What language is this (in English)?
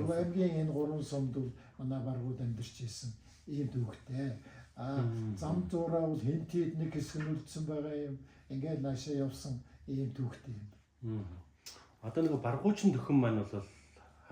Mongolian